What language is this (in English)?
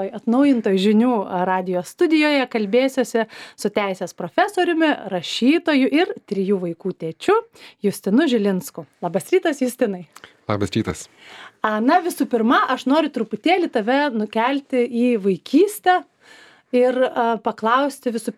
Lithuanian